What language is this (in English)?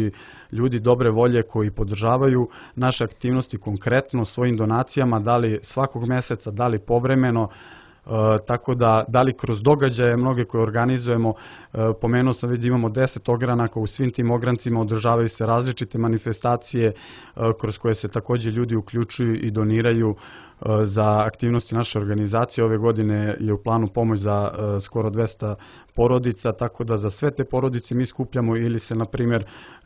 Serbian